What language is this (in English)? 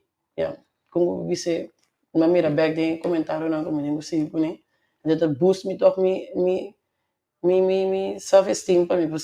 Papiamento